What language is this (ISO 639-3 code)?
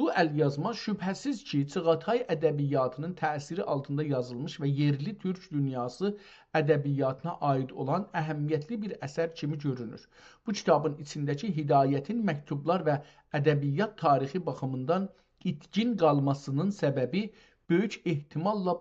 azb